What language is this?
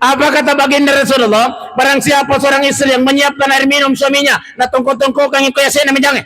Buginese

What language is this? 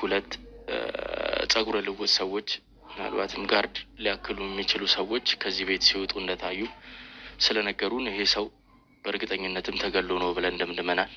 Amharic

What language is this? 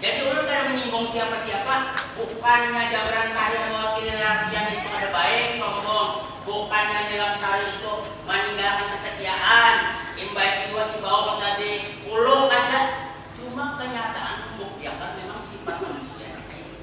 Banjar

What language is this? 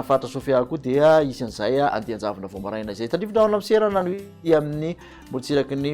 Malagasy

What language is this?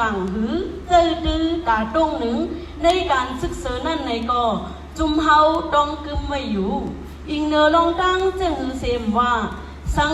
Shan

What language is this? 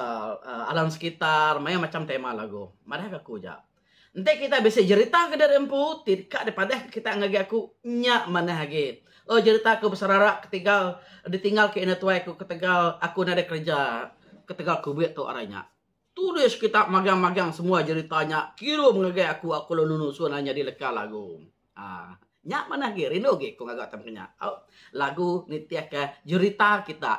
Iban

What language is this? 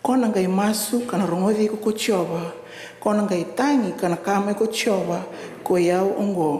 Fijian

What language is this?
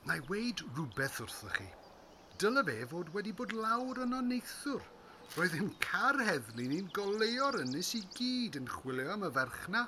Welsh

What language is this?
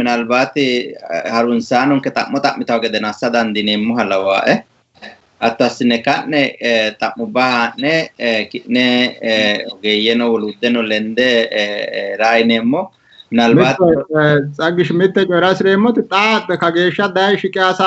Sidamo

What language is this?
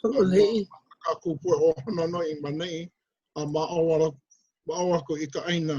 Hawaiian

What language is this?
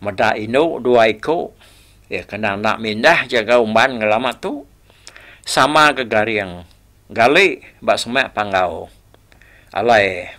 Iban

